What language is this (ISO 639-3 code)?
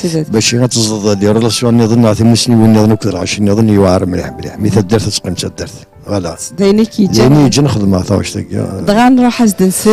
kab